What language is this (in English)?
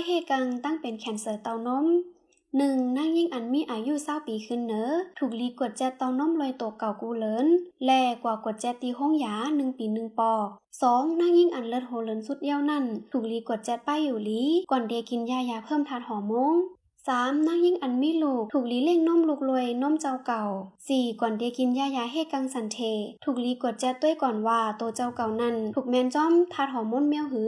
Shan